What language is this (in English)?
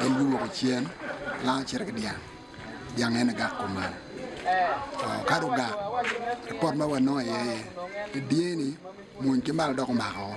Acoli